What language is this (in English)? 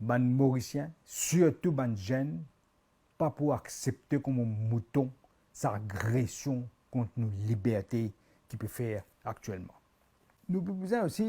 Morisyen